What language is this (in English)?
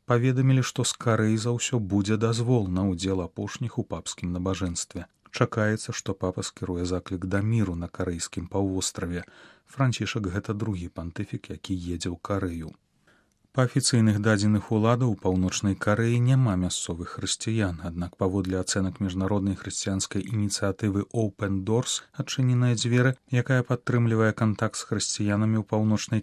Belarusian